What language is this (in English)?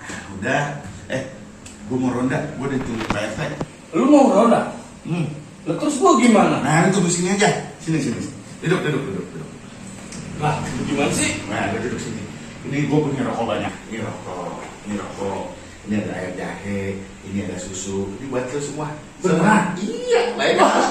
Betawi